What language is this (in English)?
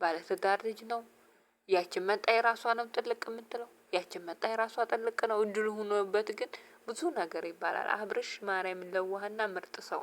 Amharic